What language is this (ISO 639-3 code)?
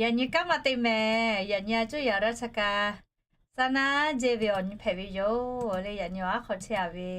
lhu